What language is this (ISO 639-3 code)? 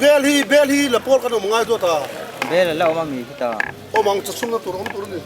lus